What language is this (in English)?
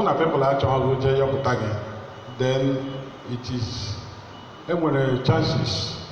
Igbo